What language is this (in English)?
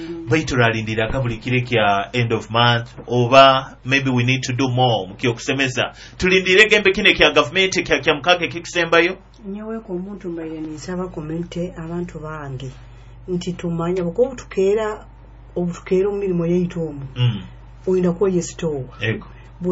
Nyoro